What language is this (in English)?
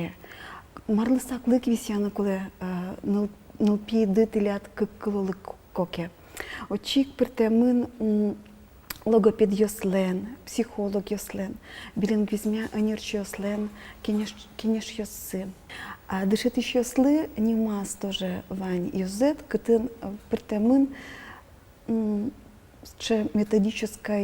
Udmurt